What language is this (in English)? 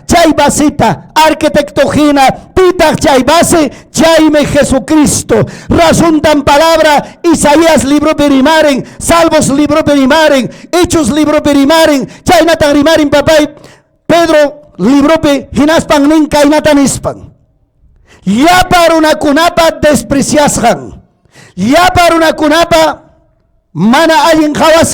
Ayacucho Quechua